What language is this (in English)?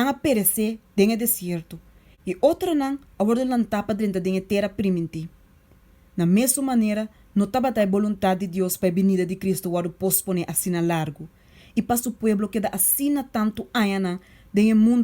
Papiamento